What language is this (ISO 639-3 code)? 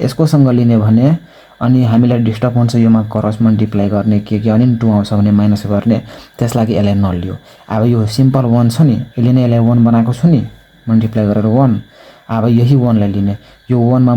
nep